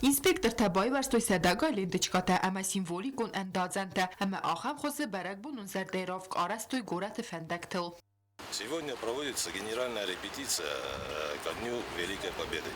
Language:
Ossetic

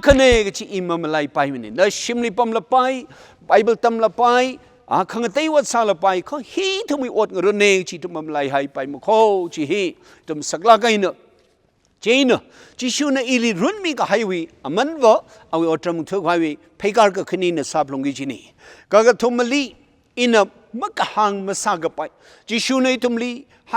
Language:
Tangkhul Naga (India)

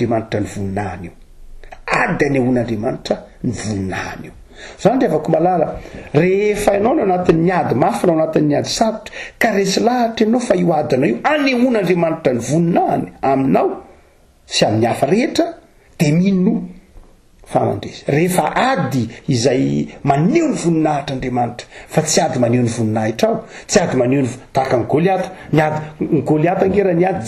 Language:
Malagasy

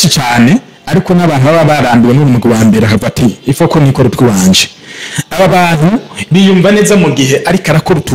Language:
Rundi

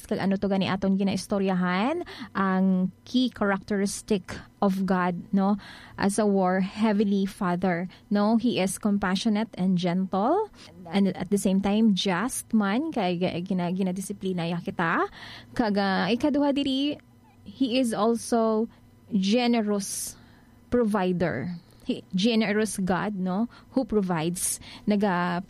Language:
Hiligaynon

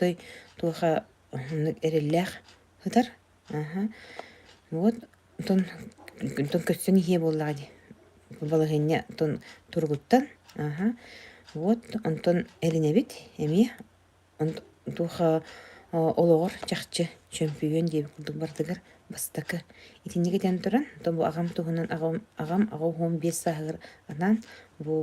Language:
Yakut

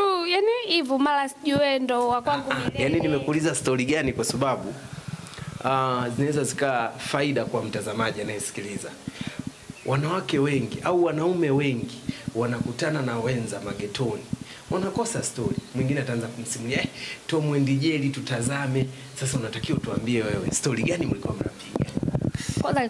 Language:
Swahili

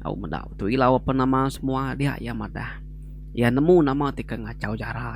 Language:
Iban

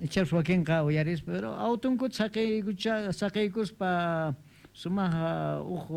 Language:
Quechua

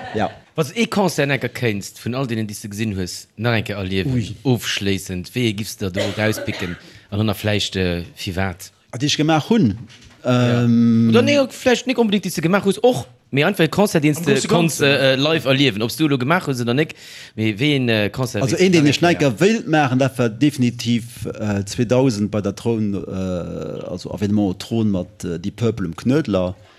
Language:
Luxembourgish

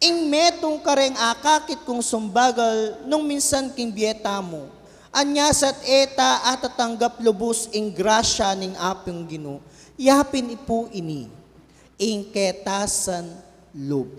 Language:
Pampanga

